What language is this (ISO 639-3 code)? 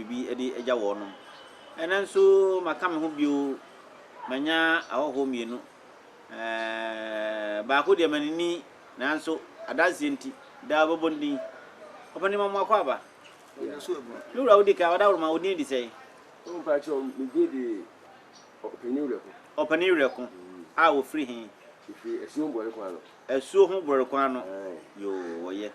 aka